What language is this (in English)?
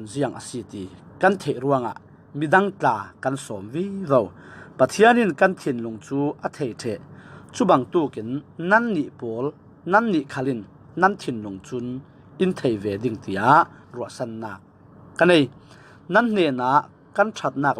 Falam Chin